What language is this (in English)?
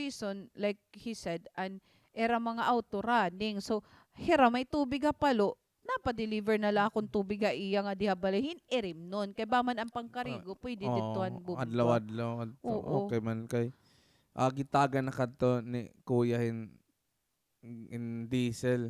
Waray